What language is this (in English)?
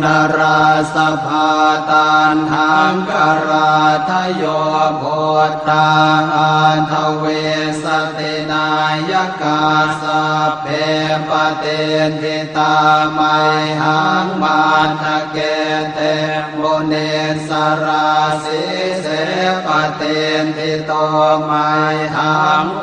Pali